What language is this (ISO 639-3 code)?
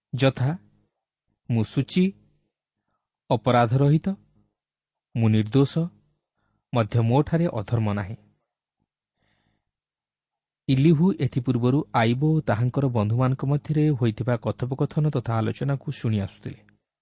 ori